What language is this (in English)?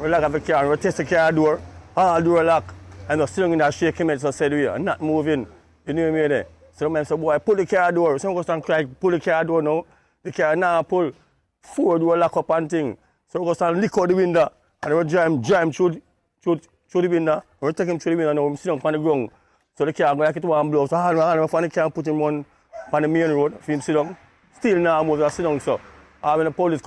Jamaican Creole English